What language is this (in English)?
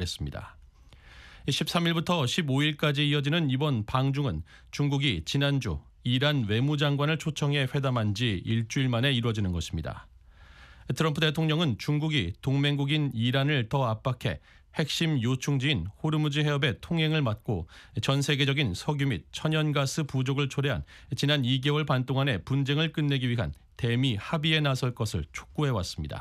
Korean